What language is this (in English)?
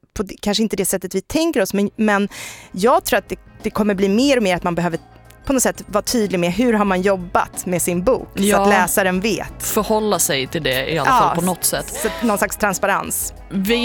Swedish